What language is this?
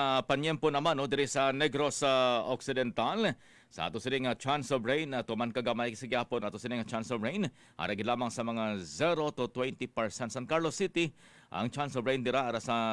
Hiligaynon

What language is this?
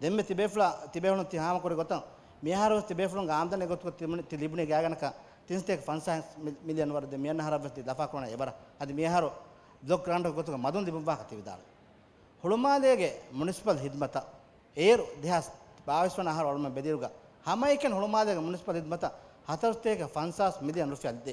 Divehi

